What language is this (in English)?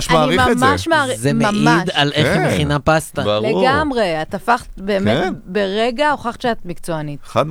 Hebrew